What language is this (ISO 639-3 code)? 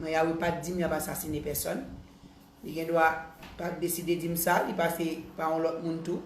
hat